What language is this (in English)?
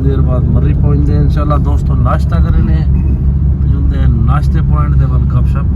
Saraiki